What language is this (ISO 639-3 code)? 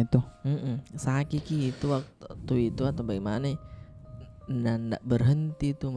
mfp